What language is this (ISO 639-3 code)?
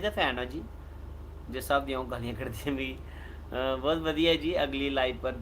doi